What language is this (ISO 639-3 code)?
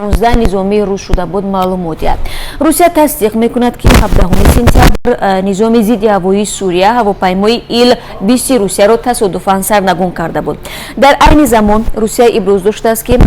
tgk